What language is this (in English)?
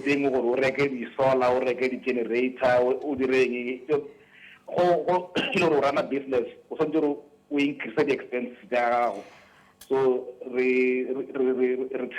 Tswana